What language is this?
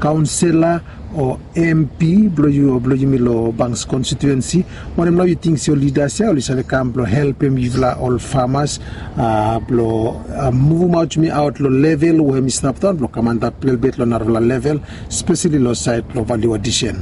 Bislama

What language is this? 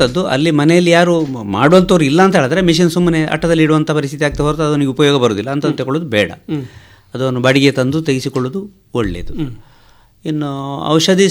Kannada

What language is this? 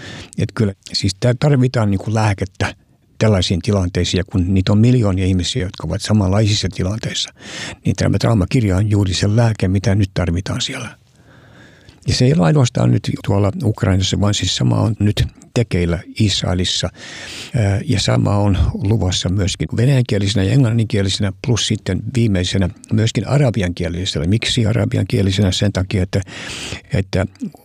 Finnish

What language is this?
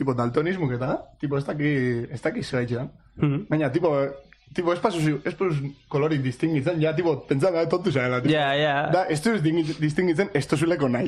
Basque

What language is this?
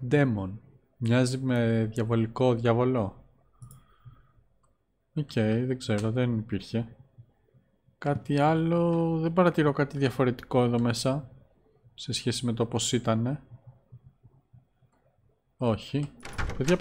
Greek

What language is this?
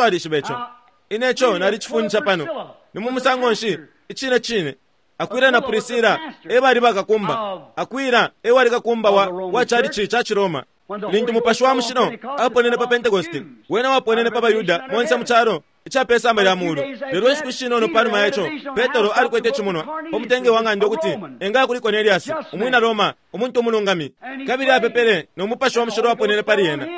Bemba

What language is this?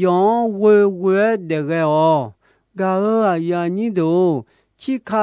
Akha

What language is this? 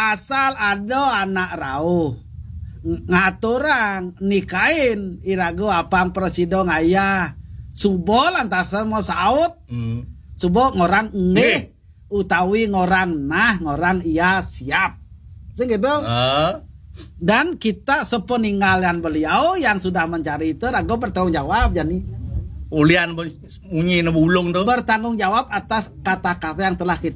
Balinese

